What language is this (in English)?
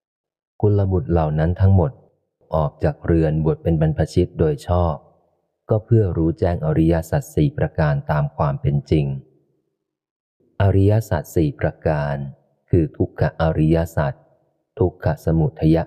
Thai